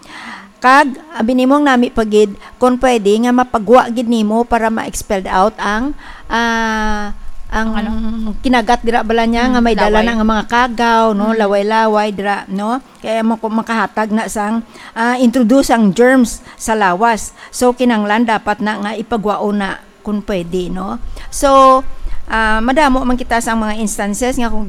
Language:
Hiligaynon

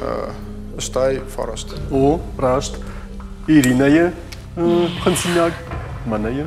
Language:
Ossetic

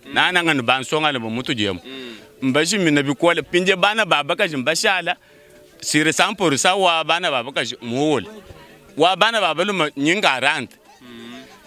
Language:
Luba-Lulua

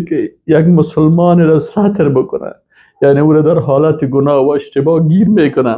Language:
Persian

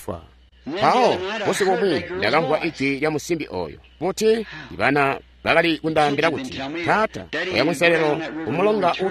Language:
Tonga (Zambia)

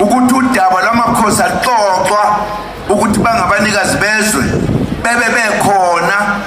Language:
Zulu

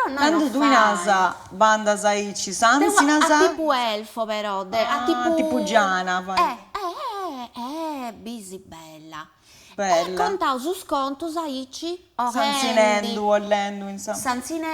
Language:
Sardinian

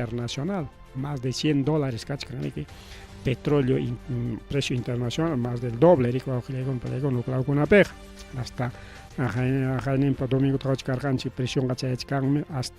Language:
Ayacucho Quechua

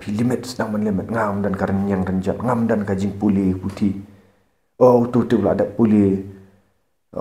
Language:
Khasi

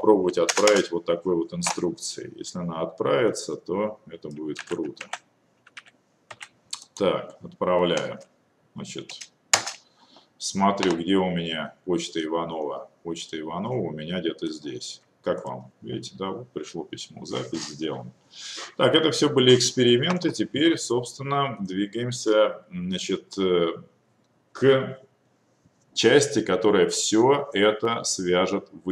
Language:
Russian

